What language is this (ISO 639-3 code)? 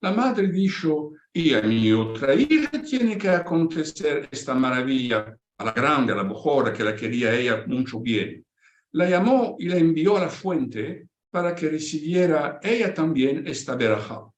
lad